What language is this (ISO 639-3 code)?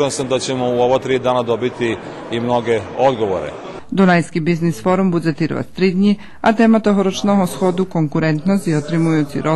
rue